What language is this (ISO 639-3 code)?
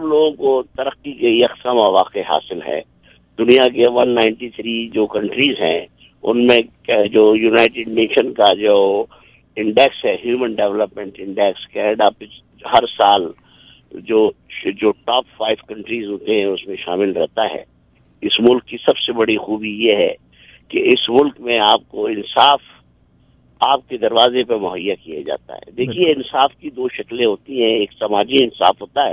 urd